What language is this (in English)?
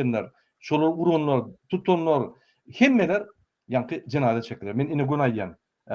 Turkmen